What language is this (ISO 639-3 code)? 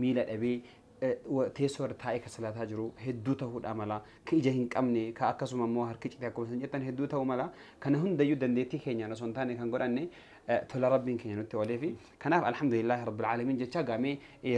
orm